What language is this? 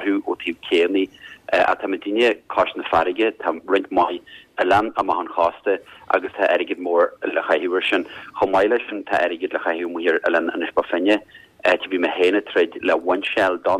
Irish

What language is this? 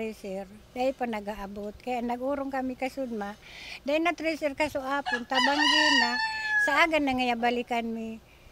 Bikol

